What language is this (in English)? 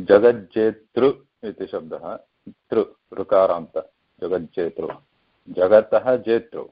Sanskrit